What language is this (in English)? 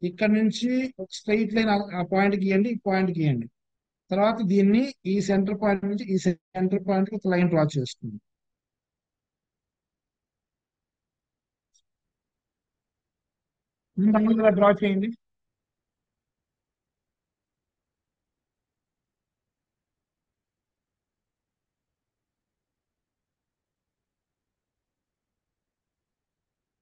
Telugu